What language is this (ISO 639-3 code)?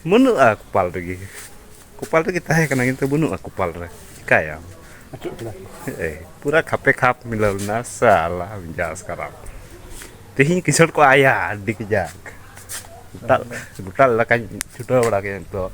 sat